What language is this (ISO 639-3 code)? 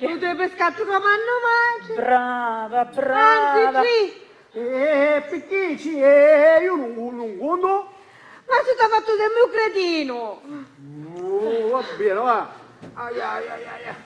scn